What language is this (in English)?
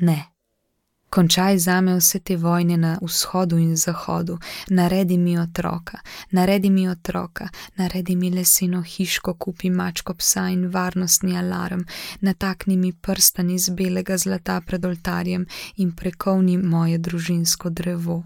Slovenian